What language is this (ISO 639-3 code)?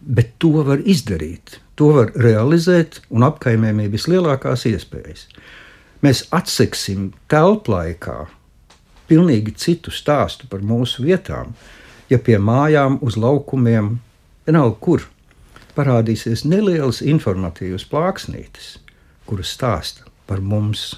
lav